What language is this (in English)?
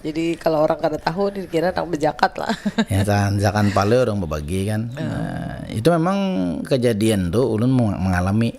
Banjar